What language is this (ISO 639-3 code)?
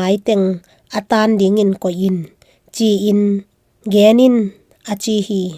ctd